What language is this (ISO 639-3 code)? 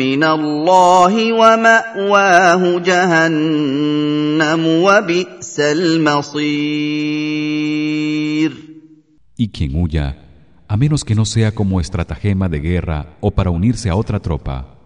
glg